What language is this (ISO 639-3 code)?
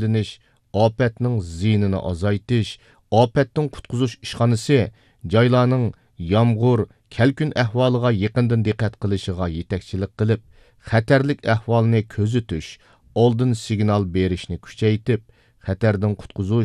uig